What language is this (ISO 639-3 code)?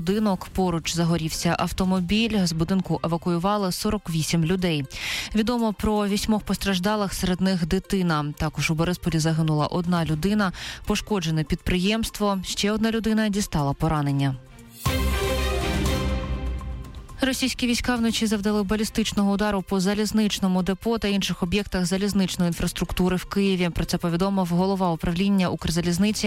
ukr